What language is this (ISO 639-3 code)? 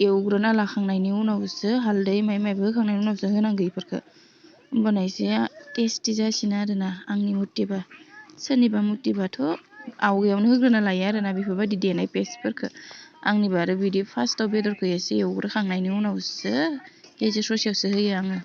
brx